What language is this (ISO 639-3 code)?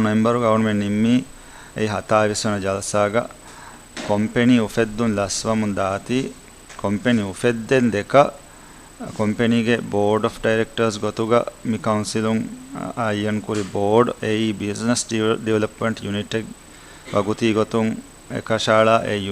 div